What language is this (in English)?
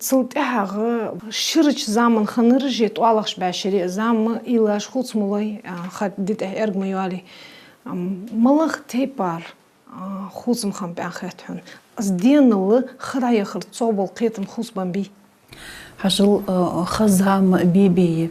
Ingush